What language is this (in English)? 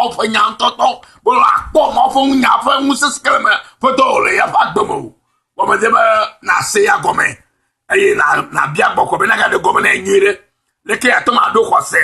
Ewe